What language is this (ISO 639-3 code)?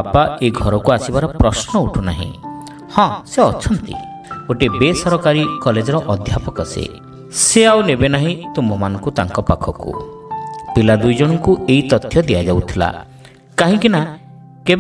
ori